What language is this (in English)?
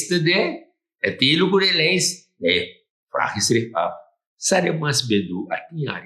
Sranan Tongo